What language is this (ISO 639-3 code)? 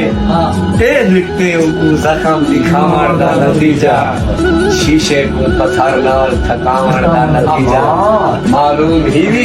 skr